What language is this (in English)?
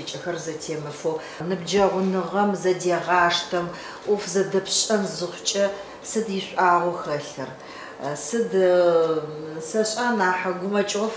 Adyghe